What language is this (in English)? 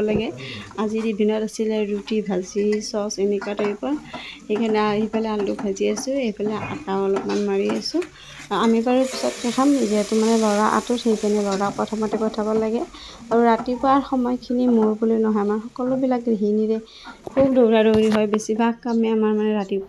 Assamese